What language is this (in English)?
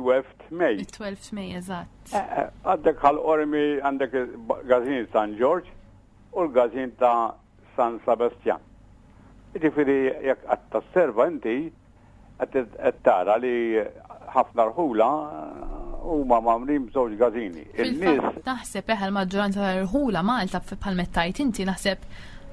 Maltese